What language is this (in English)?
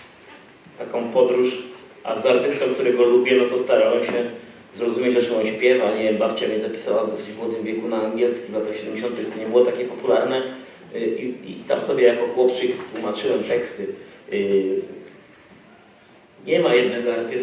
Polish